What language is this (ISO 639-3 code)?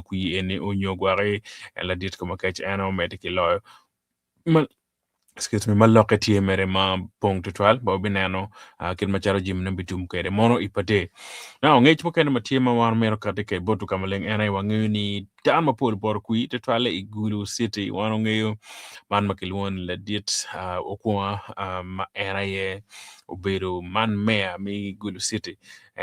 ach